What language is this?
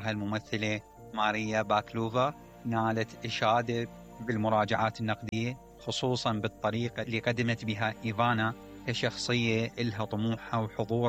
Mesopotamian Arabic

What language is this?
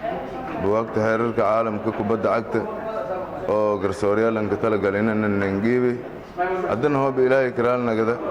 Somali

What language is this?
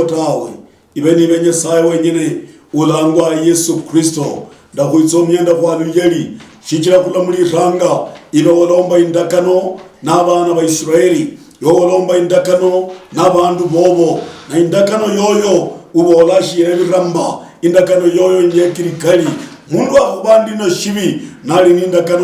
Luyia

